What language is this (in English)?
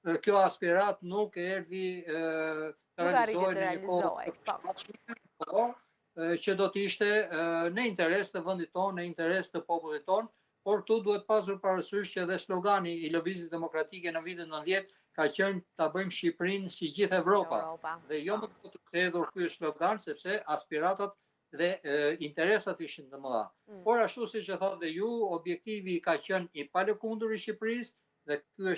Albanian